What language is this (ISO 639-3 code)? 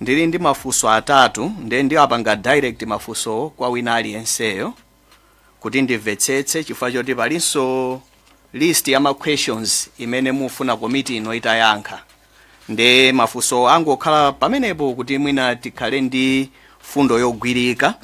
nya